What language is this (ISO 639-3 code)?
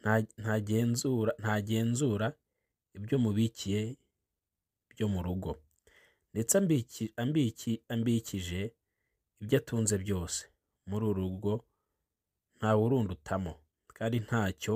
kin